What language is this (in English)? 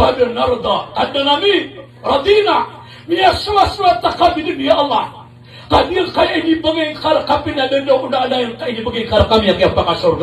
Maranao